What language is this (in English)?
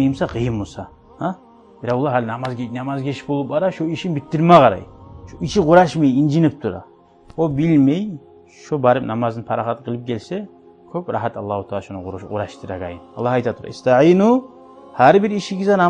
Kumyk